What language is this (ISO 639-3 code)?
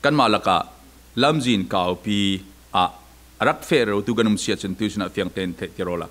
cfm